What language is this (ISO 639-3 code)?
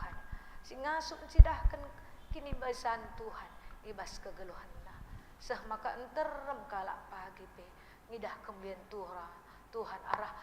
btx